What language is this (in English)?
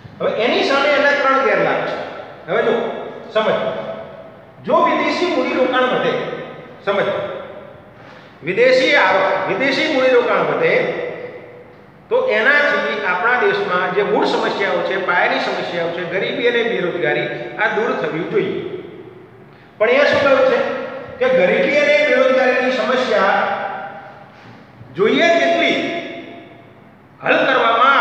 Gujarati